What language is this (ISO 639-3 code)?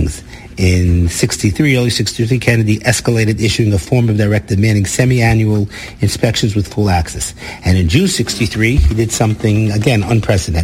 eng